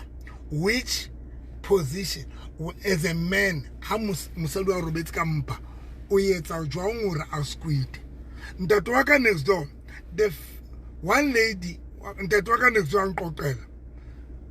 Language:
Southern Sotho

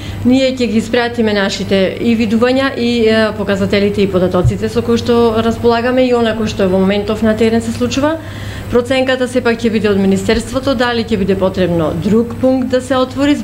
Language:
Macedonian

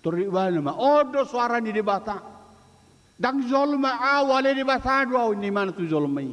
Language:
Batak Toba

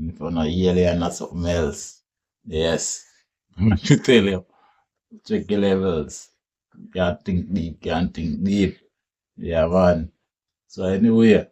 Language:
Jamaican Creole English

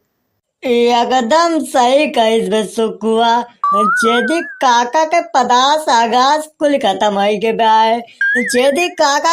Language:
Awadhi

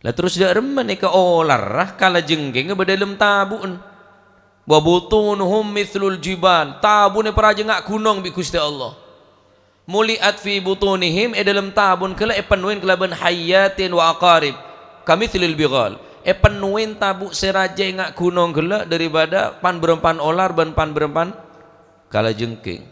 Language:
Madurese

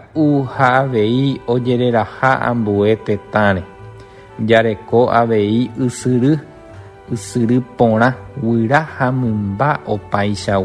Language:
Guarani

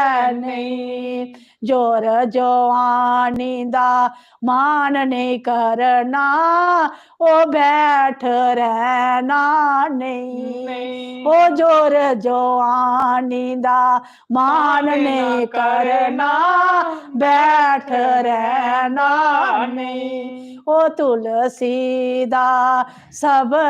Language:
Dogri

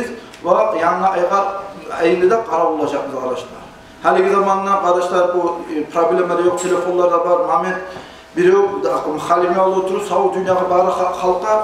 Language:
Kumyk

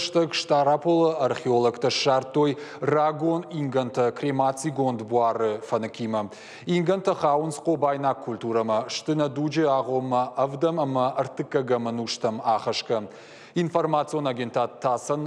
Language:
Ossetic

